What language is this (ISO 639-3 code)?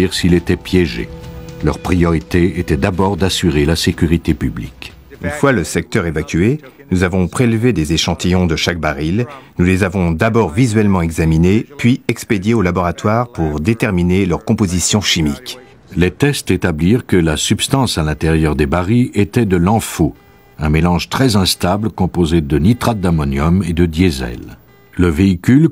fra